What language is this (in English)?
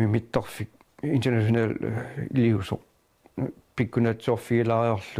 Kalaallisut